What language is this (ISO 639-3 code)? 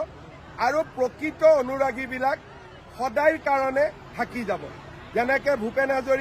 asm